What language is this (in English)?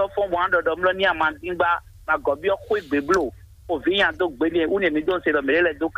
Fon